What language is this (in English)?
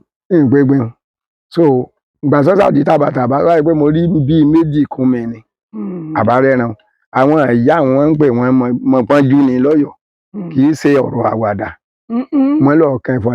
Yoruba